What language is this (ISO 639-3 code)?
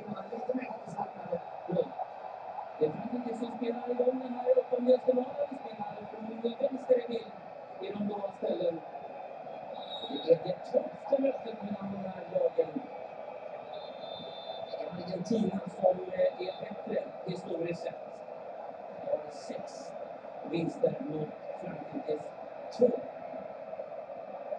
swe